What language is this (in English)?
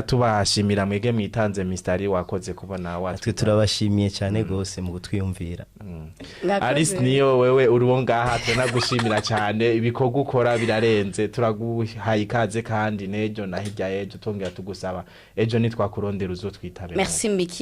Rundi